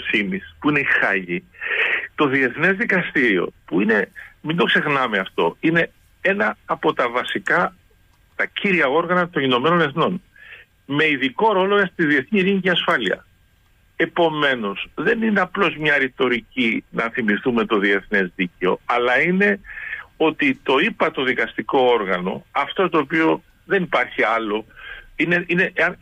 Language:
Greek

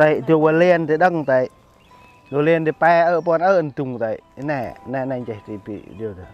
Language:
Central Mnong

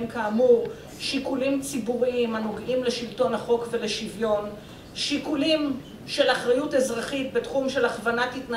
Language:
Hebrew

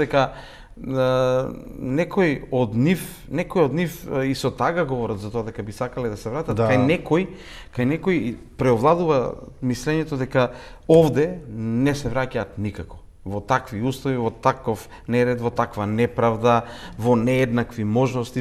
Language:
Macedonian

